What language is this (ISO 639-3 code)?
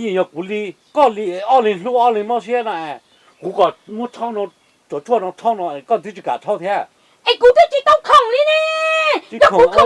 hmn